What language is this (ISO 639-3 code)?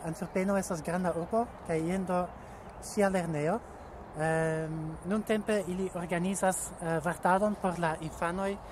epo